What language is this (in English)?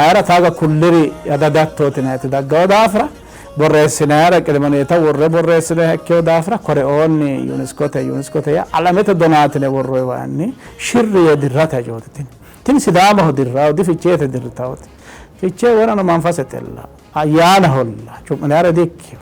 Sidamo